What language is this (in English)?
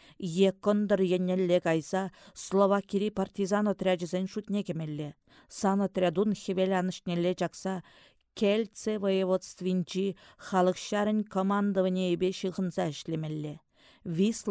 Chuvash